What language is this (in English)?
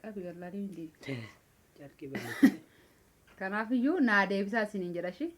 Oromo